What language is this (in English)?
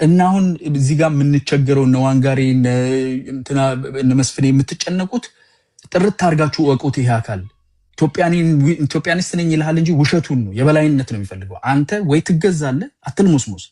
Amharic